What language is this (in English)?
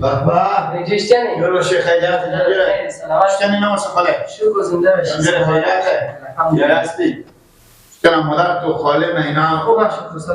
Persian